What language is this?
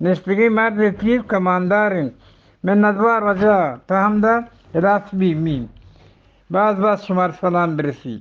Eastern Balochi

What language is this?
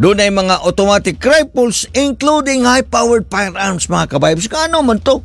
Cebuano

